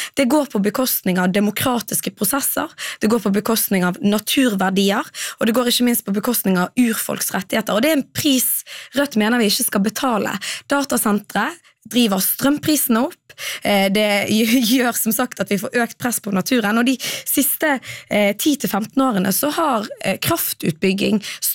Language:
Norwegian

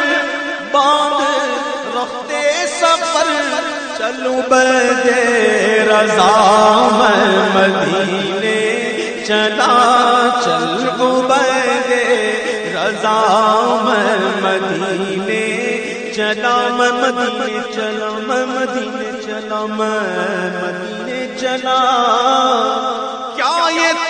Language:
Urdu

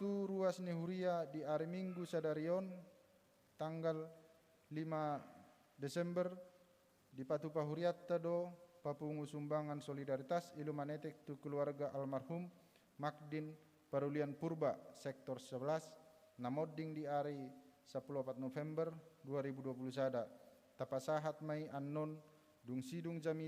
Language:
Batak Toba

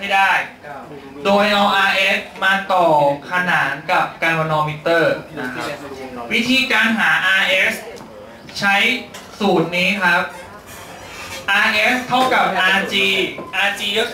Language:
Thai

